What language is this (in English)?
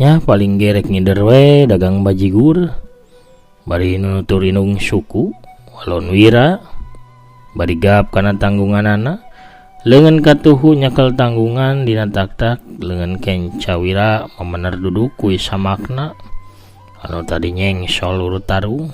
Sundanese